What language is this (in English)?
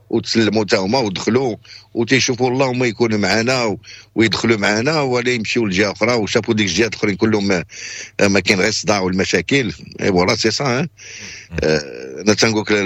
Moroccan Arabic